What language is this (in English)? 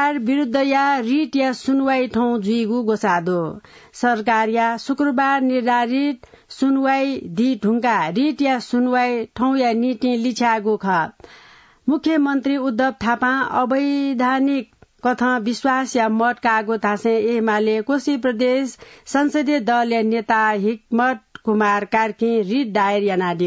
Newari